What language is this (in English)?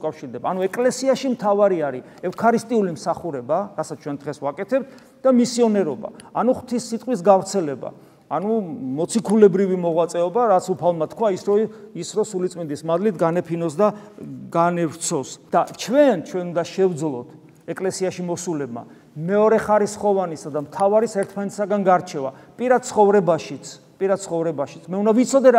Georgian